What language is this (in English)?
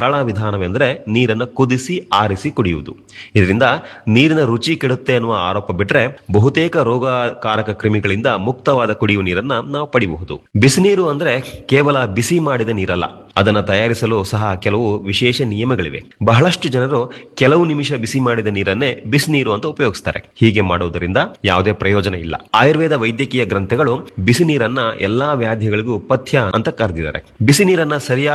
Kannada